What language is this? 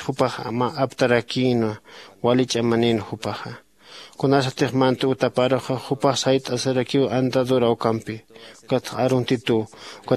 Aymara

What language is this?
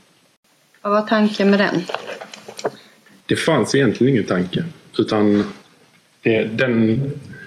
Swedish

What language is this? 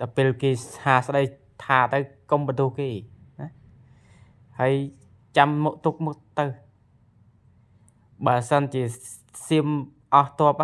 Khmer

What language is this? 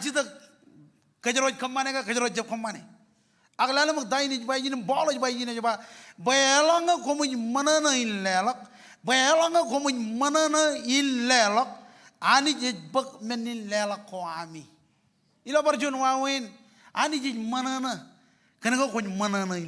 Marshallese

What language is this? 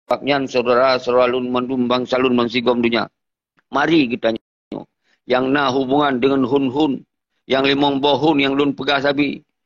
Achinese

